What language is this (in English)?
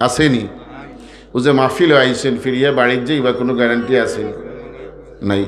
Sylheti